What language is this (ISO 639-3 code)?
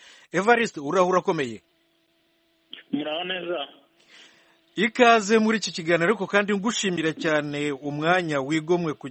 kin